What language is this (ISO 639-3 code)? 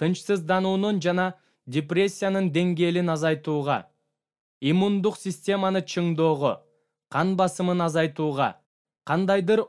kir